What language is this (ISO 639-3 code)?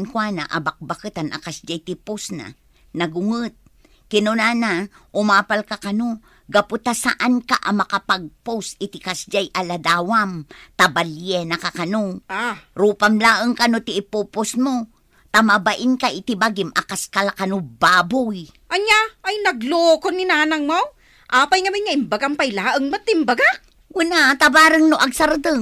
ilo